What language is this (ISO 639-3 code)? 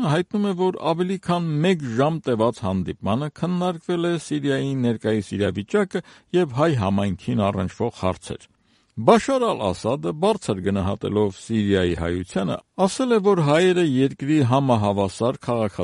hye